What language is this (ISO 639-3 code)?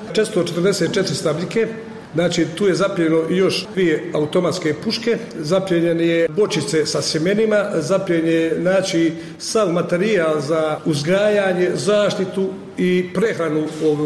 hrv